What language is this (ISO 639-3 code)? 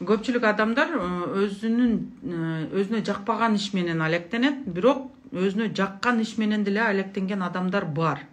kir